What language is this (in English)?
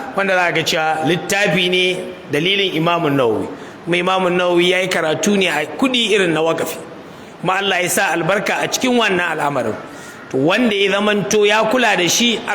Hausa